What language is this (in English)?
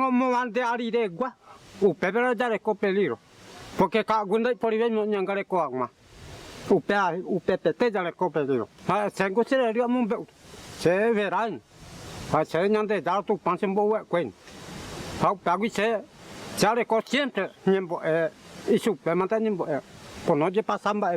Mbyá Guaraní